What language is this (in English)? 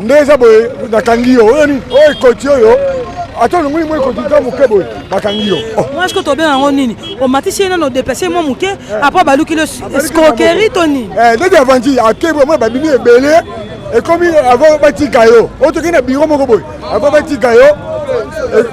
Lingala